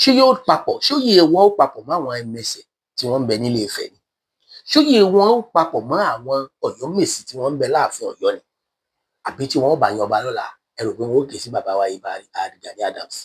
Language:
Yoruba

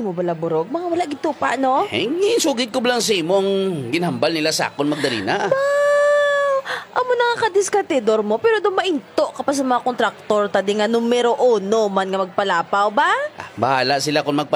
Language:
Hiligaynon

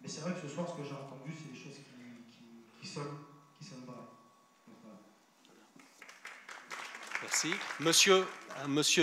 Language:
French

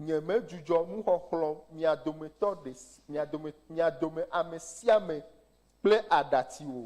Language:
Ewe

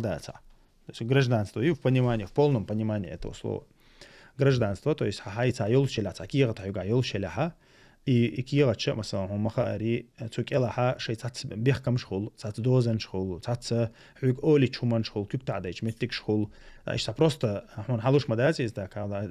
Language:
Chechen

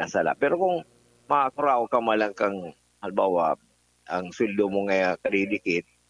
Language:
Bikol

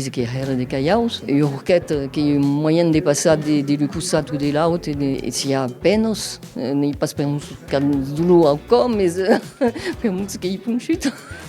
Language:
Occitan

